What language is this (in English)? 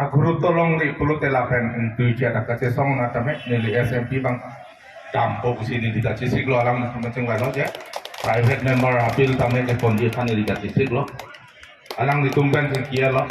Karbi